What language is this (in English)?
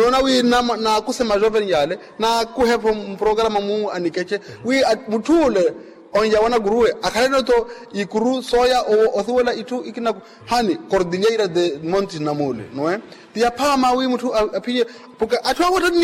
Makhuwa